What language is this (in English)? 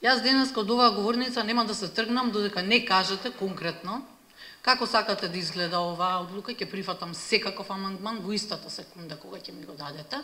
Macedonian